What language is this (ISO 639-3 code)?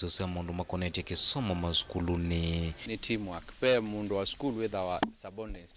kam